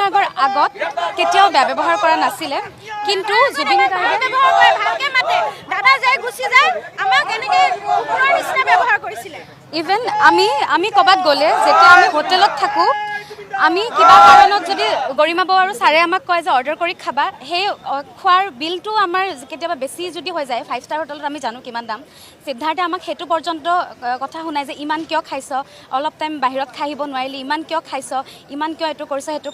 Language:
Assamese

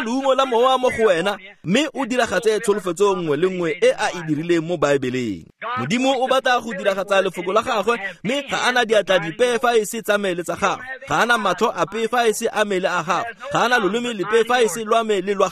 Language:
Tswana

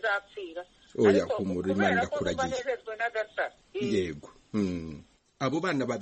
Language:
Kinyarwanda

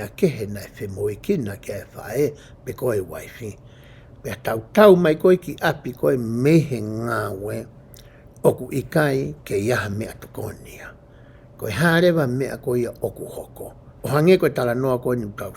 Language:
Tongan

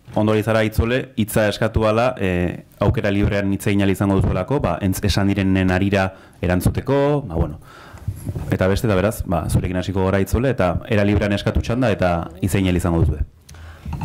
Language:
Basque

